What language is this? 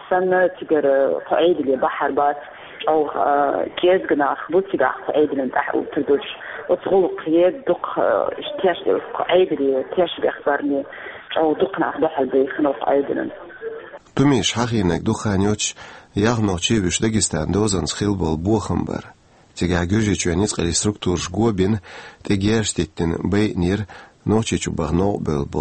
Chechen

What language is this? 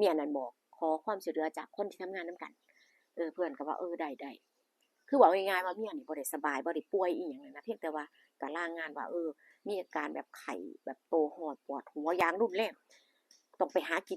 Northeastern Thai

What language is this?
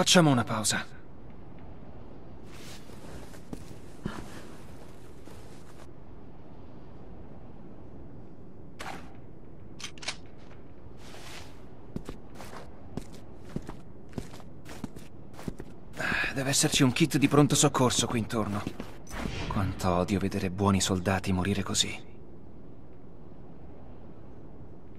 Italian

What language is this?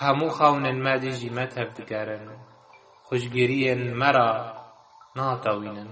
Kurdish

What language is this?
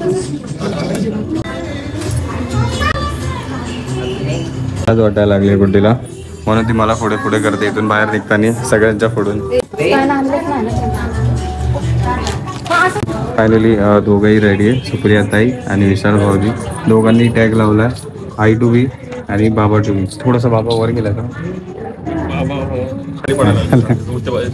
Marathi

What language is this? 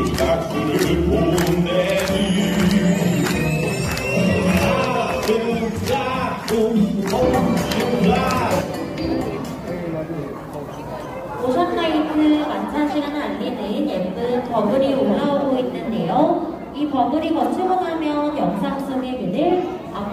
Korean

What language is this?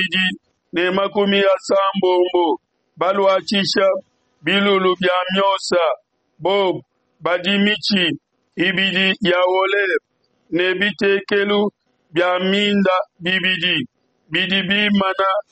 Luba-Lulua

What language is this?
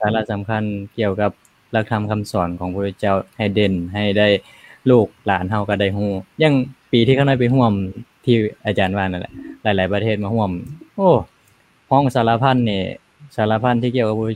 Lao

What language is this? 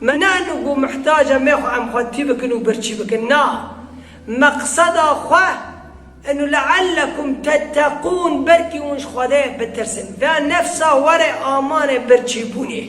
Kurdish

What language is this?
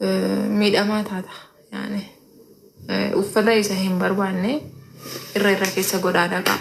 Oromo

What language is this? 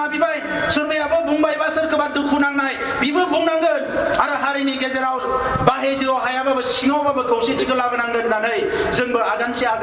Bodo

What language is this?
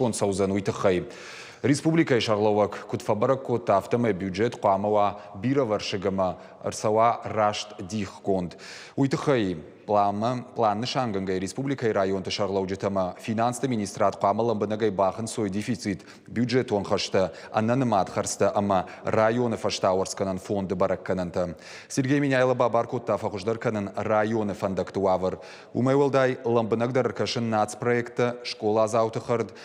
Ossetic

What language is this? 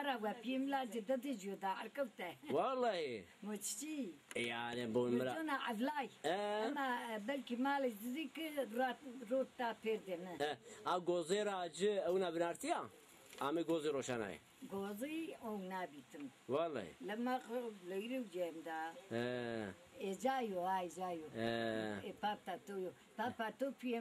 Zaza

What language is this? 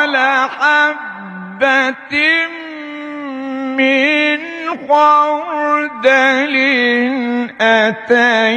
Arabic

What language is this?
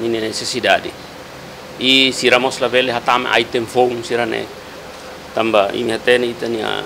Tetum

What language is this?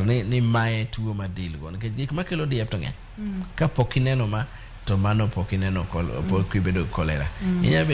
Luo (Kenya and Tanzania)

